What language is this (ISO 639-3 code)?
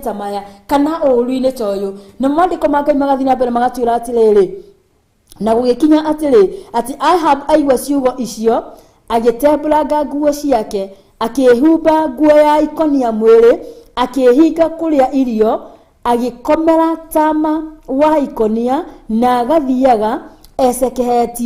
kik